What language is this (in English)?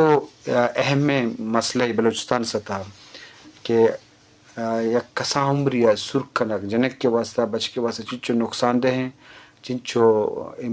Eastern Balochi